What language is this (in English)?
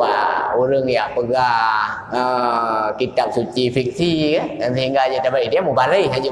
Achinese